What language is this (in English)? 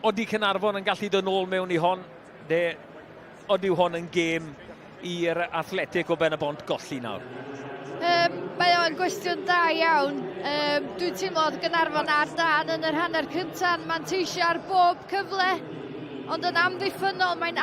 Welsh